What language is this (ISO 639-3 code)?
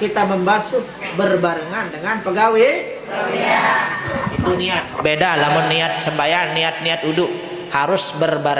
sas